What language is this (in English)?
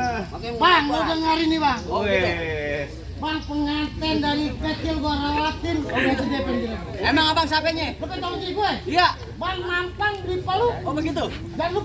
Betawi